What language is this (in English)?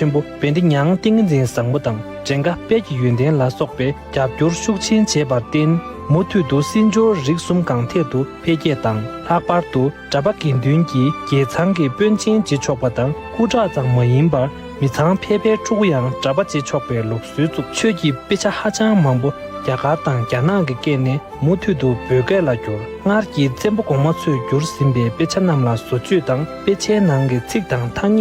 Tibetan